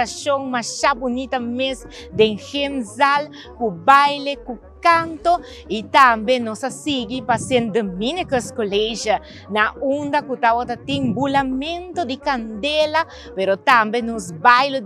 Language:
Papiamento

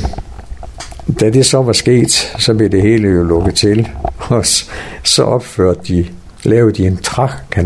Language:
Danish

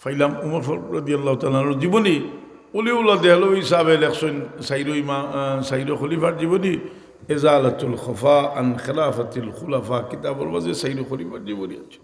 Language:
Sylheti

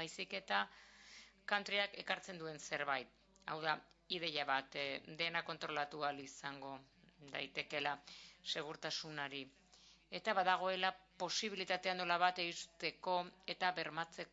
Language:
Basque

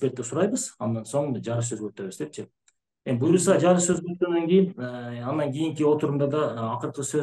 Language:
Kyrgyz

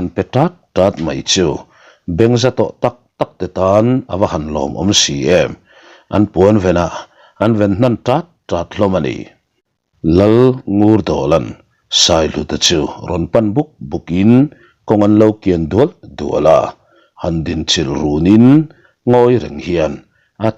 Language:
Mizo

